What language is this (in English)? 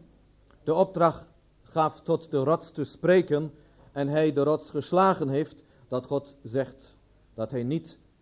Dutch